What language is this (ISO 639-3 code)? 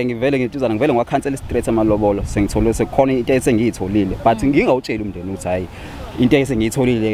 zul